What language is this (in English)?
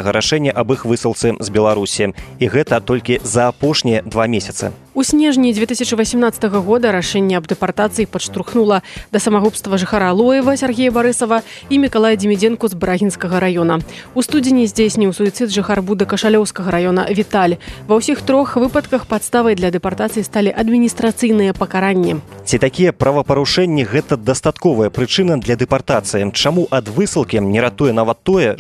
Belarusian